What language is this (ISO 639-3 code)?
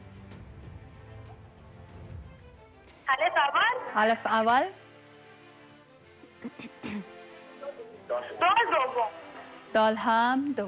fas